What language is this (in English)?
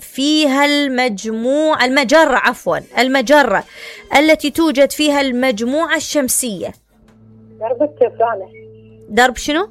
Mesopotamian Arabic